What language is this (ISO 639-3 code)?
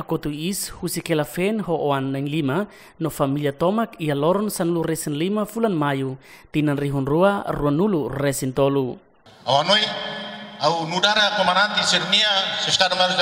tet